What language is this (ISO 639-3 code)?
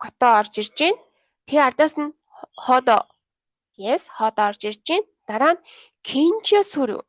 mon